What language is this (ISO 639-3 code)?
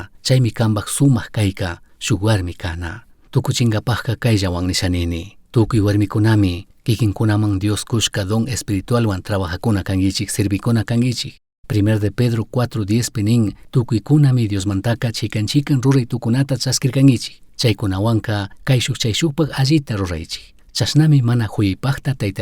qug